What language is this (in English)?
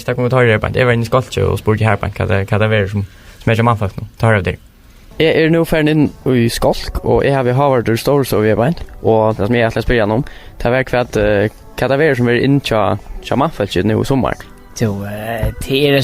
Faroese